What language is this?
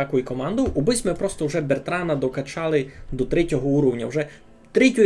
Rusyn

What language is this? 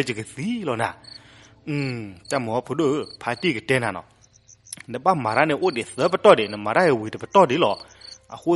S'gaw Karen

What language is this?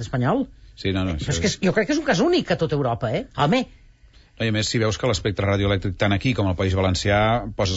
Catalan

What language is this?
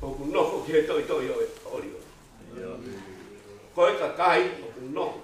Tongan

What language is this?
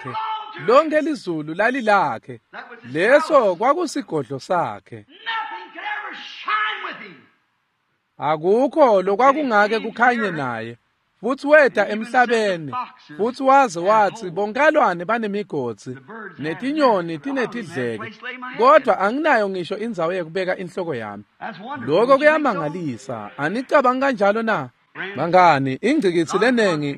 Swati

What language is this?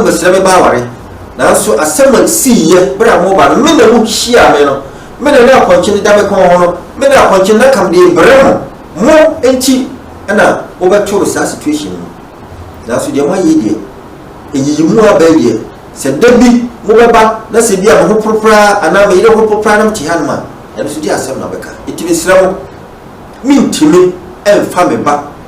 Akan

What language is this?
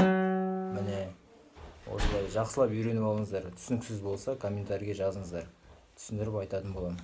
Kazakh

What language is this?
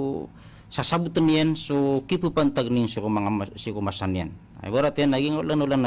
Maranao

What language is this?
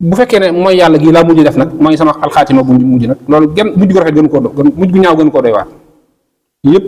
Wolof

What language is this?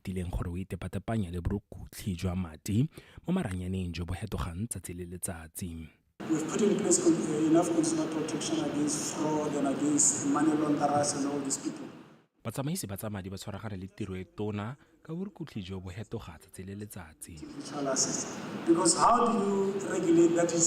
Tswana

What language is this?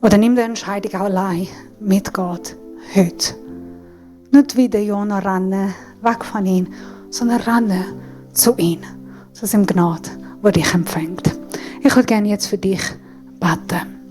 Swiss German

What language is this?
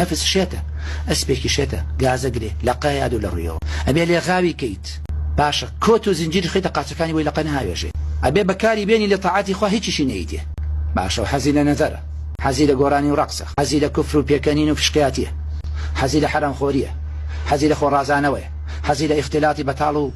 Central Kurdish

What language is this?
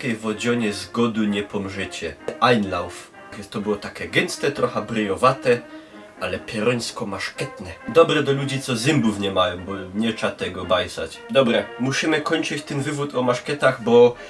Silesian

